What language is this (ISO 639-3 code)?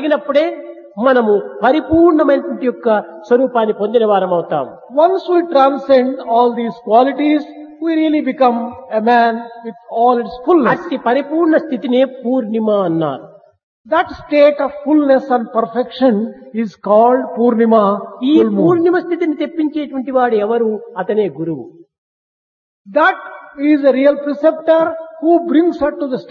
tel